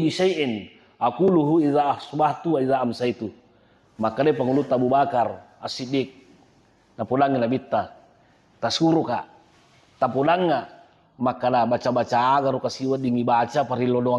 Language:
Buginese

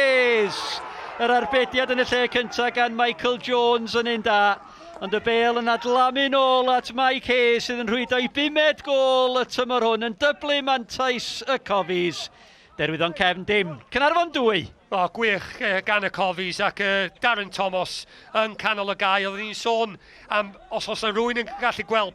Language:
Welsh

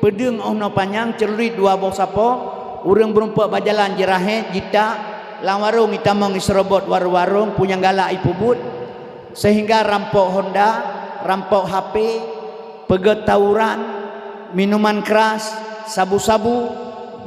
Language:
Achinese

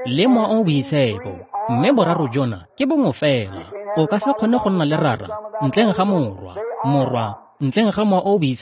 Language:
Tswana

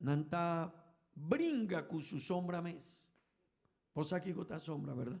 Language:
Papiamento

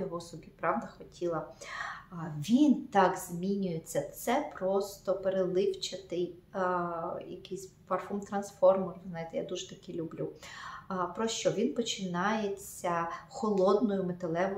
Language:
Ukrainian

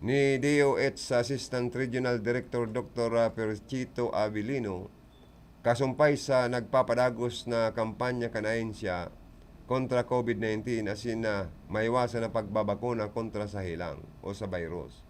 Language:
Bikol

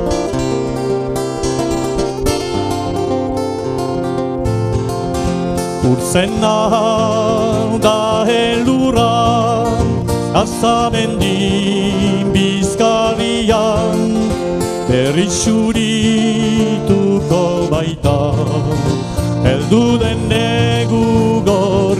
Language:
Basque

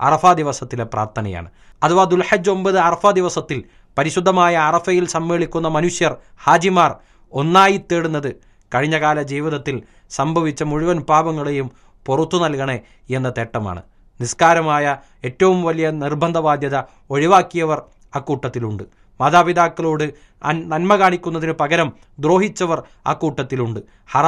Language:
Malayalam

